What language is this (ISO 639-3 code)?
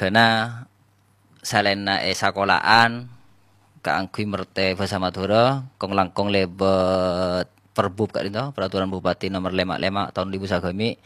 mad